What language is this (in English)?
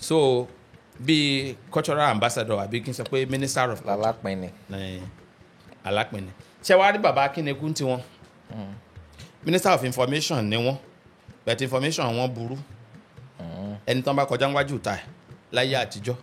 Yoruba